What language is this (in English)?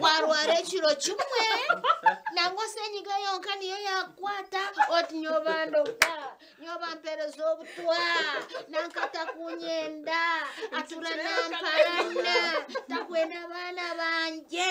Nyankole